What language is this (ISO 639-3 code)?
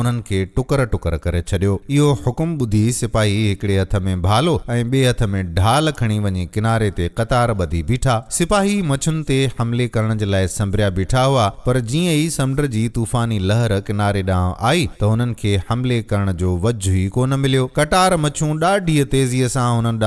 snd